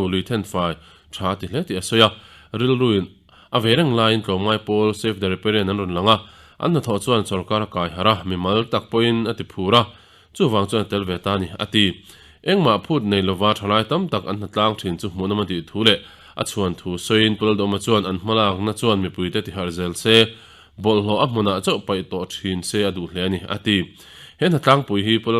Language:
Mizo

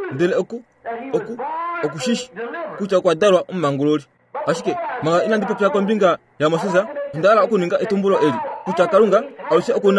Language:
Kuanyama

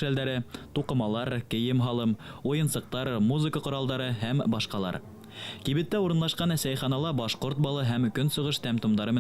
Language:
Bashkir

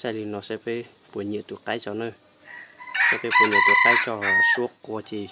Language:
Hmong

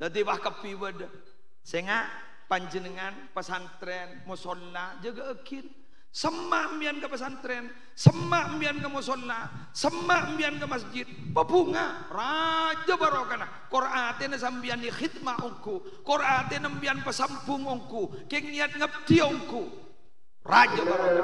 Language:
Madurese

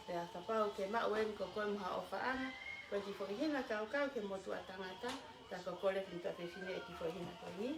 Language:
Tongan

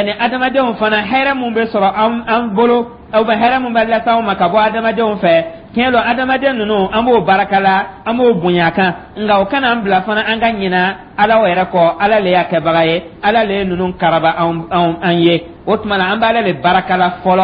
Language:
Dyula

